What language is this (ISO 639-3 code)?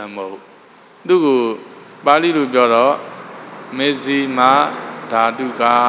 mya